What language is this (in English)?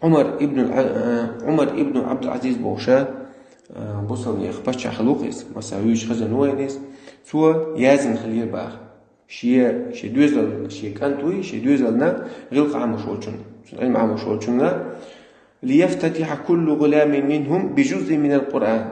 Chechen